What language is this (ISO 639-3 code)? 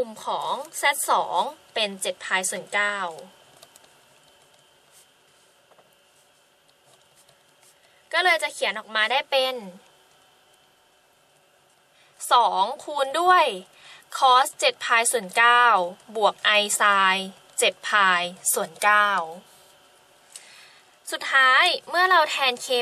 tha